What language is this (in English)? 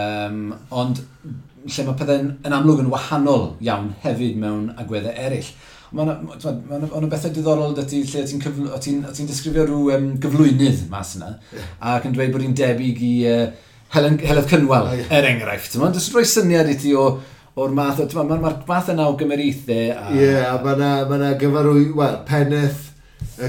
Welsh